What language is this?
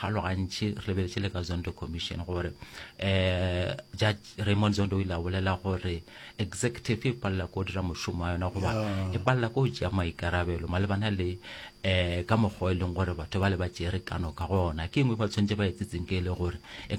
Northern Sotho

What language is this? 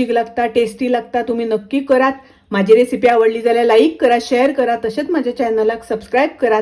Konkani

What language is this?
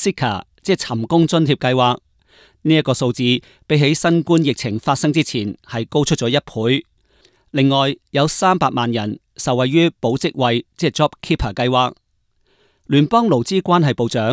Cantonese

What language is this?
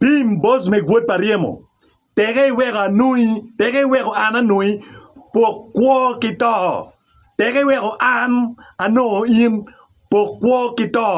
Acoli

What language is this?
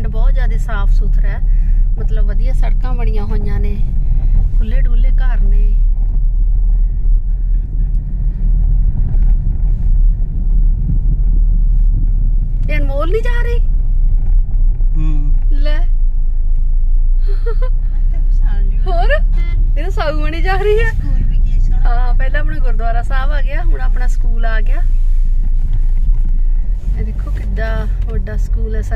Punjabi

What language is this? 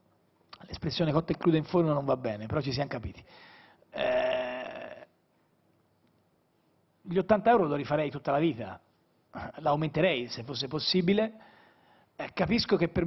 Italian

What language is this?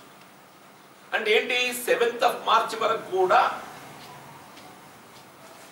Telugu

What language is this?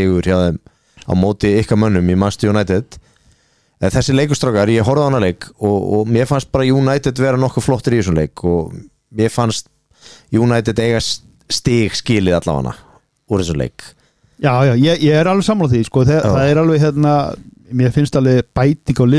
Icelandic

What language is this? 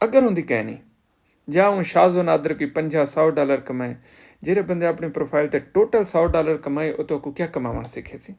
Saraiki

